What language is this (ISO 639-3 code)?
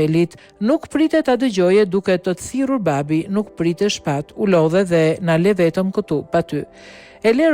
sqi